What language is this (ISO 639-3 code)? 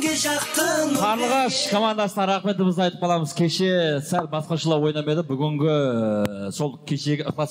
kaz